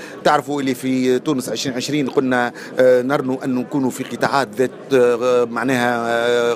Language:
Tunisian Arabic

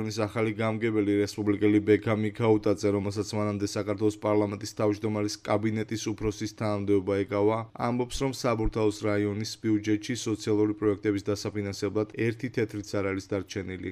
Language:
Georgian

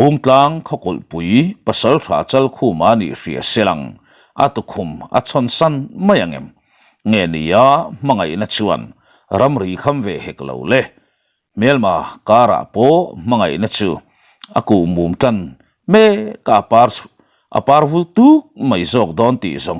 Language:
Mizo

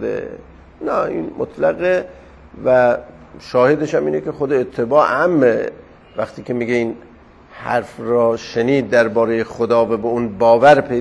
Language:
Persian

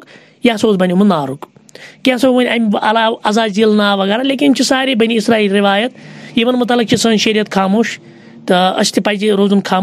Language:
Kashmiri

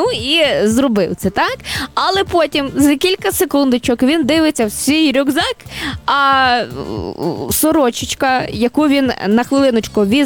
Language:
Ukrainian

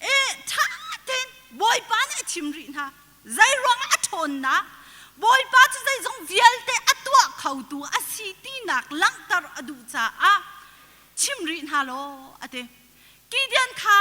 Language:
Hakha Chin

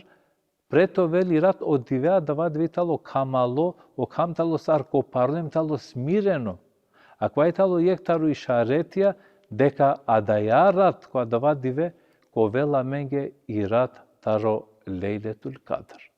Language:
Balkan Romani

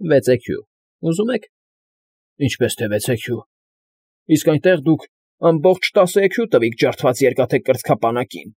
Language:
Armenian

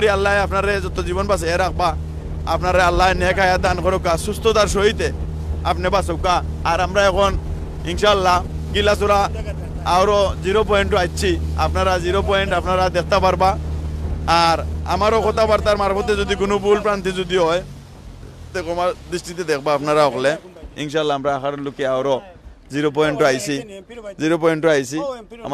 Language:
Sylheti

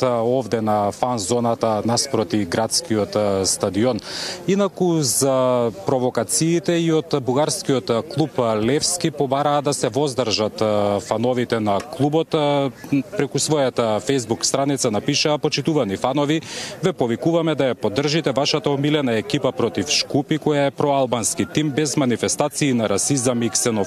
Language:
Macedonian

